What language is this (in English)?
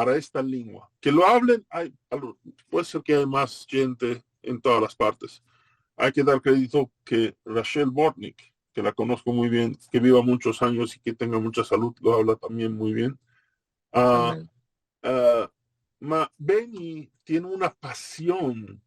Ladino